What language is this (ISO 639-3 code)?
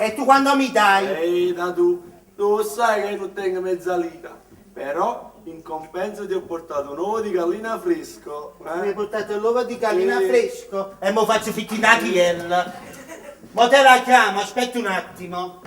nap